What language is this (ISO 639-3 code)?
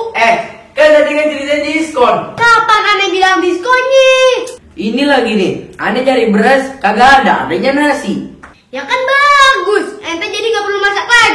bew